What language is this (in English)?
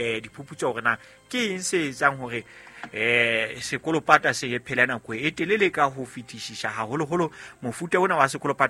Southern Sotho